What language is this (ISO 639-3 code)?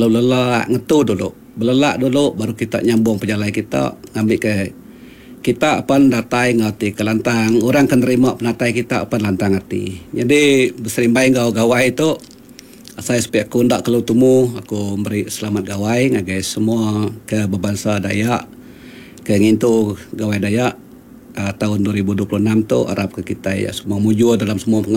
iba